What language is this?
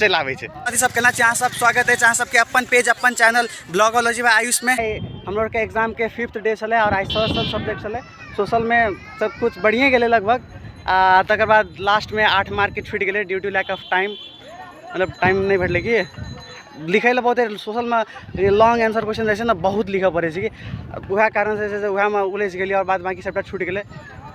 Maithili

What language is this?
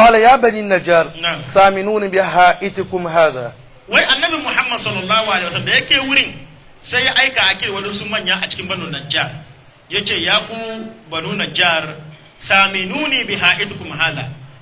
Hausa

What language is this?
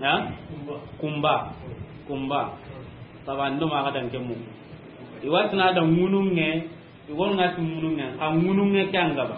Soninke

